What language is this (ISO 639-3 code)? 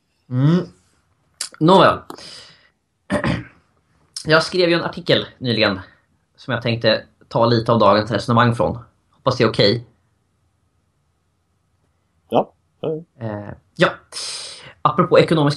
swe